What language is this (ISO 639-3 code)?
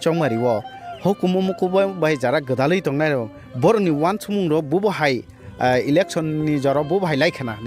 trp